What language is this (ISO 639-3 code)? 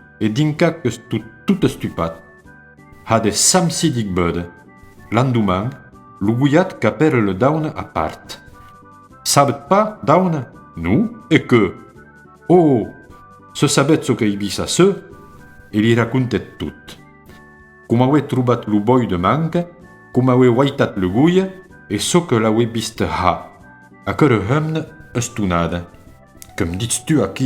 oci